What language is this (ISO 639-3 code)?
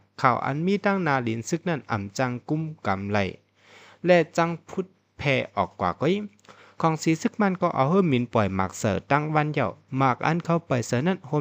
shn